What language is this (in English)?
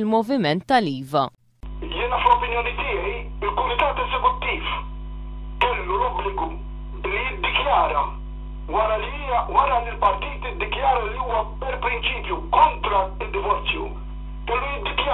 Maltese